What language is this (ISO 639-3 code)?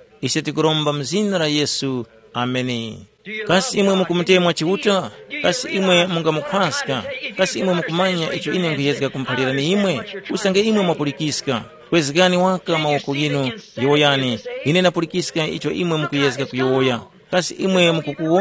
tum